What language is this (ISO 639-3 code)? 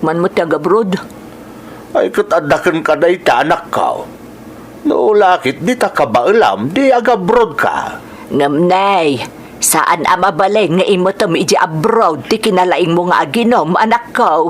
ilo